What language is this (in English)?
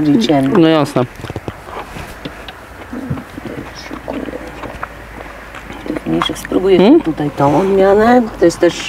Polish